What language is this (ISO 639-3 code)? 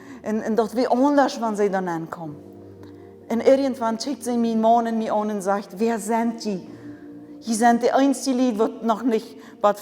pdt